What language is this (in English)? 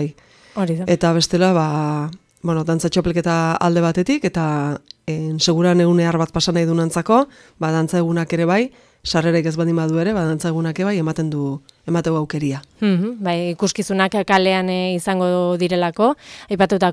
Basque